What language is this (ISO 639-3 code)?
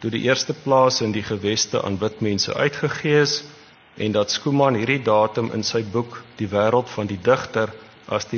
afr